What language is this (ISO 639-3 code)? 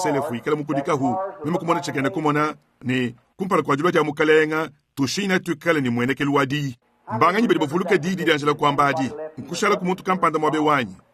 lua